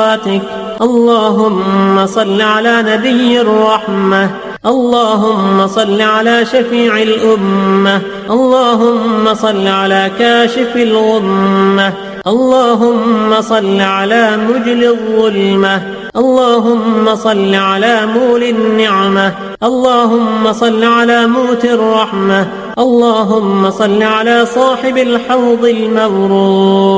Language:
Arabic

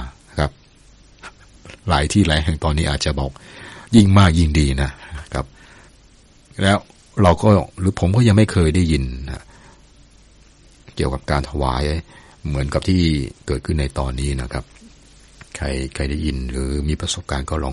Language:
Thai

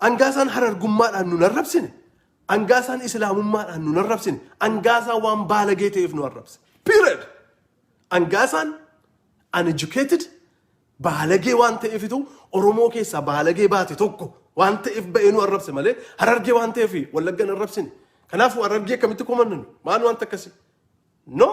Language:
Oromo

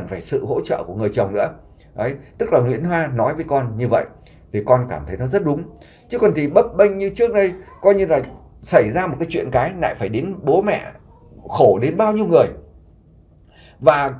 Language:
Vietnamese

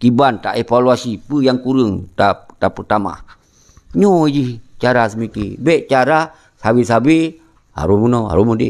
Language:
Achinese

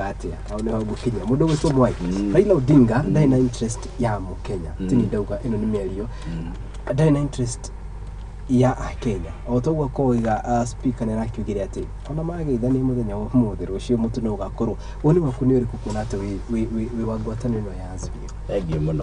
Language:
Kikuyu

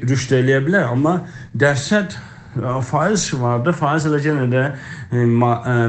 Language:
South Azerbaijani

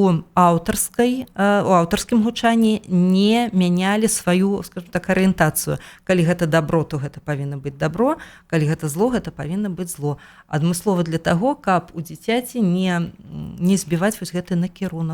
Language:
Belarusian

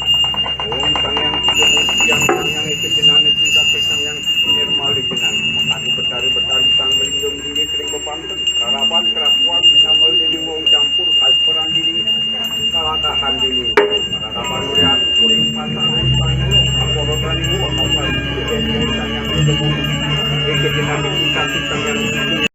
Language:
Balinese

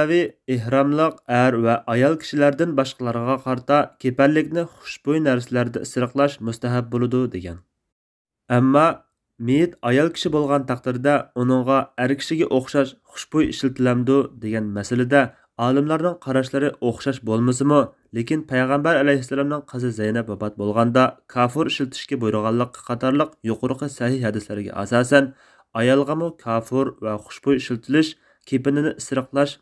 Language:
Uyghur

